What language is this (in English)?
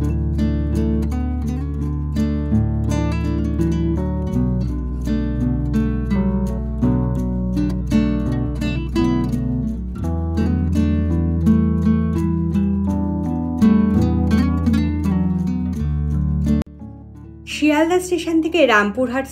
Bangla